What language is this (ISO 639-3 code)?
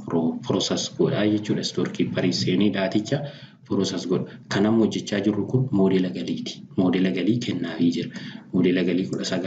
orm